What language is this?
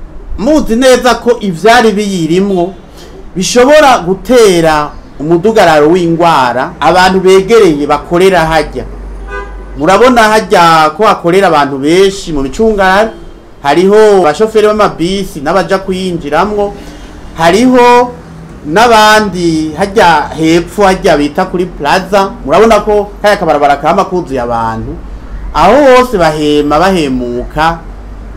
Rundi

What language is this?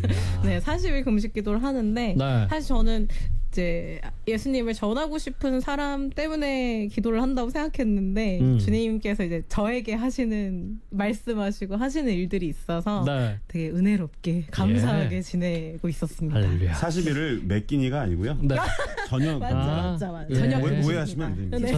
Korean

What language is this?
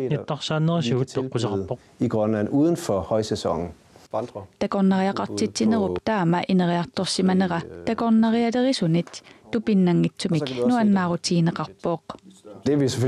Kalaallisut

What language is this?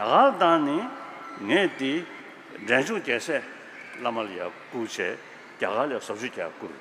Tibetan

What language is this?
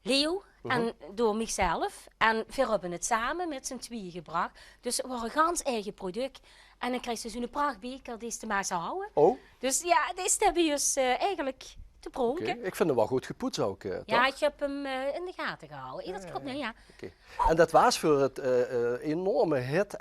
Limburgish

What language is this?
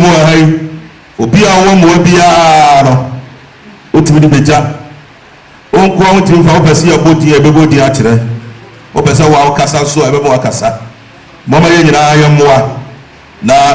Akan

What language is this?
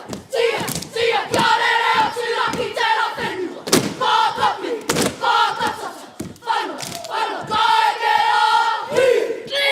Māori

